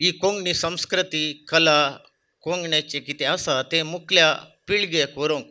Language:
Konkani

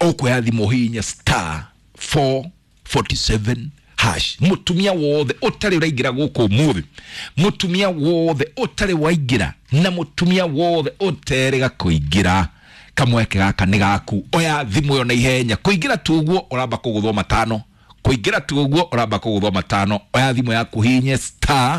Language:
Kikuyu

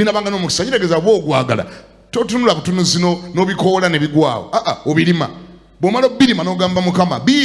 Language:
Ganda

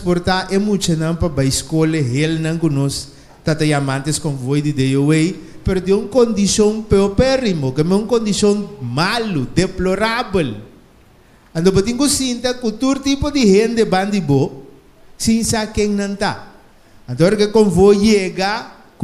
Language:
Papiamento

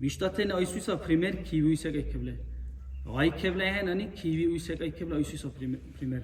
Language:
Dargwa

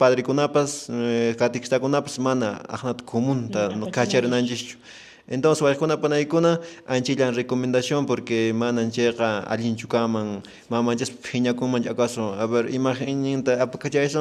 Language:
Quechua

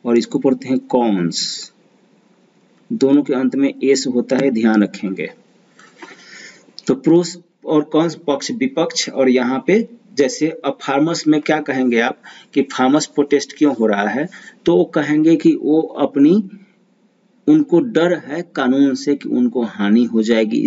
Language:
Hindi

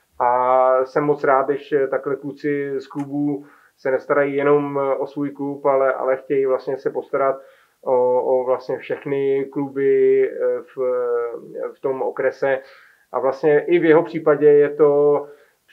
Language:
Czech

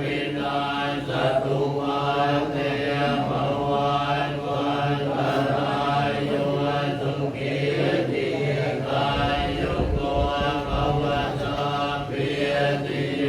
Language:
Pali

